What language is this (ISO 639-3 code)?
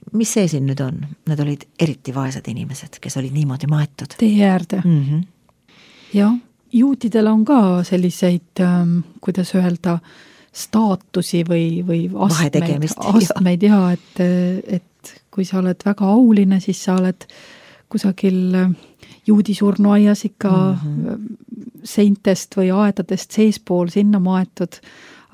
est